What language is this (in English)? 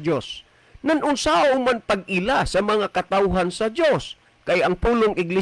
Cebuano